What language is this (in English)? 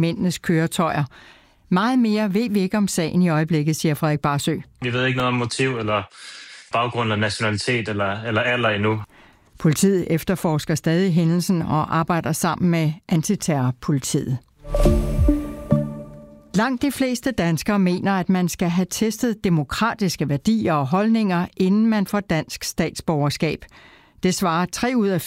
Danish